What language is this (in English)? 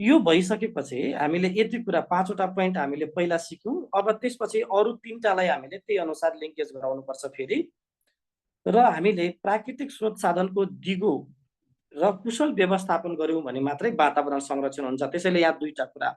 Nepali